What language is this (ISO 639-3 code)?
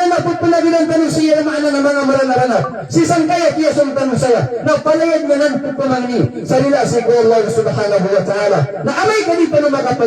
mrw